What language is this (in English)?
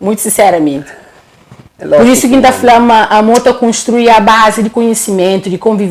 Kabuverdianu